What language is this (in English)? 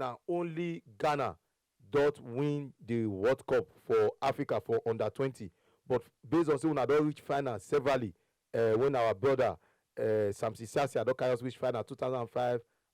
Nigerian Pidgin